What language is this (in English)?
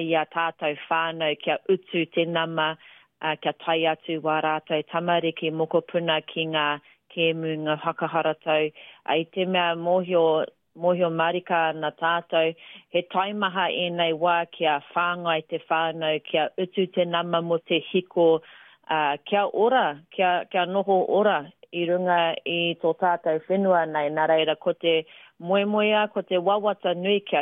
Māori